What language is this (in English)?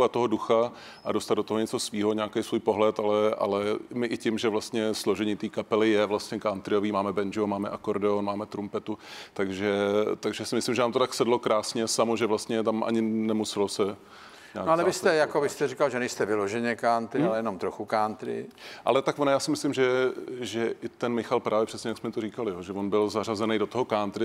Czech